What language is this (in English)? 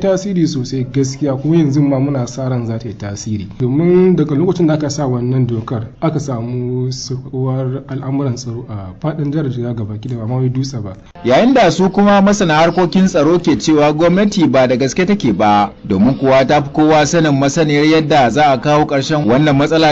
Hausa